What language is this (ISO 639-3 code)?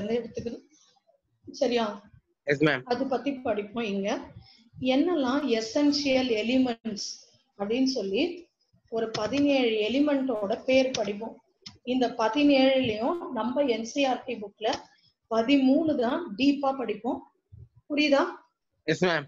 tam